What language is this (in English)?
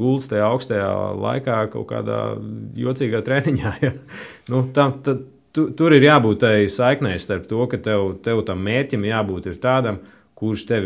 Latvian